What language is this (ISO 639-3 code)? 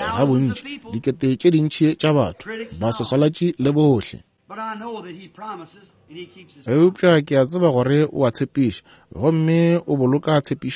nso